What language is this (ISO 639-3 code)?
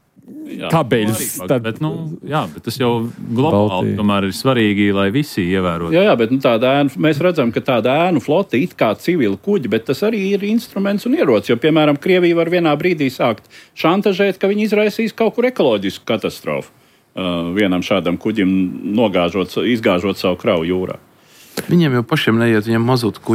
lav